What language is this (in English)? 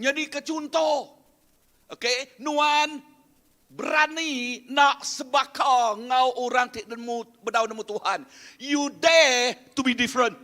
Iban